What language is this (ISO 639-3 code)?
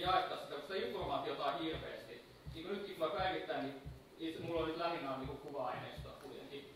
fin